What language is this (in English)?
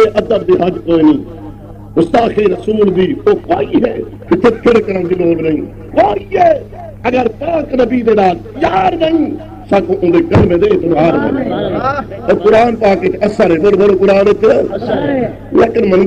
Saraiki